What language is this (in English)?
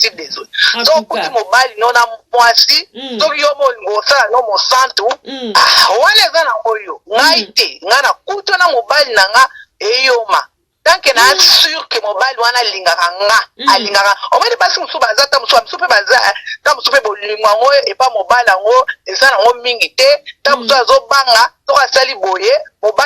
Lingala